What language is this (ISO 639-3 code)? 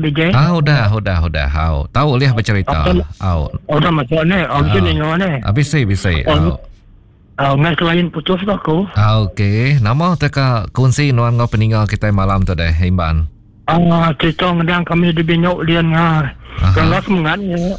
iba